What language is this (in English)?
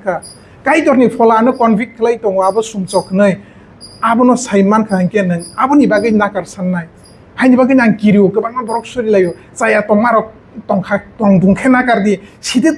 Kok Borok